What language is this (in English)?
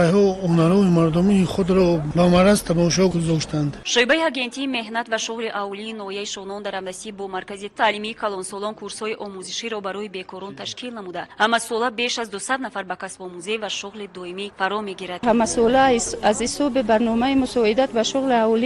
Tajik